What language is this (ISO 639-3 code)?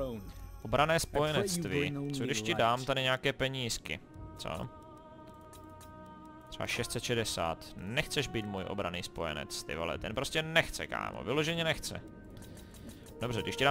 ces